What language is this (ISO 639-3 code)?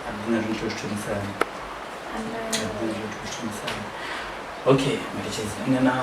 ven